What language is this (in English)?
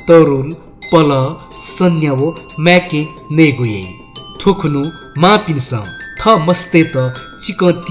Newari